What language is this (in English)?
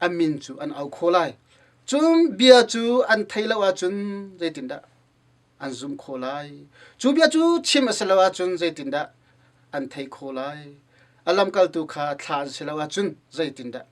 Hakha Chin